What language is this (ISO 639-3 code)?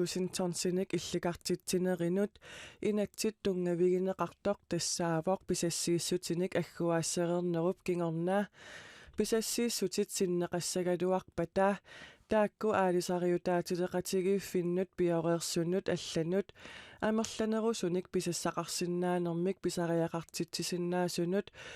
kal